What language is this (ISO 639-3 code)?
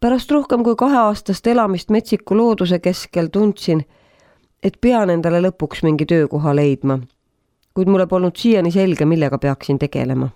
est